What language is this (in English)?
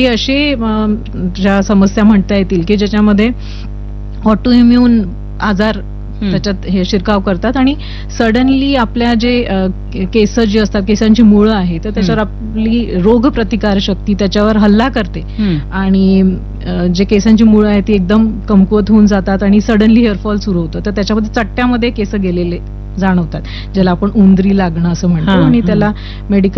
Marathi